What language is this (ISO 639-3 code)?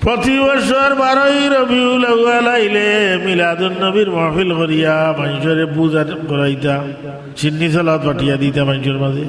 syl